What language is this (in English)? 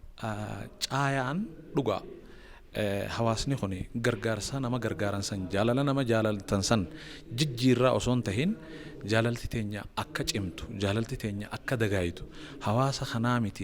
Oromo